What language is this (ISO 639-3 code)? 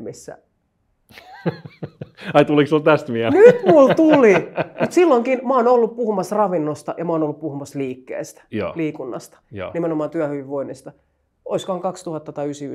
fin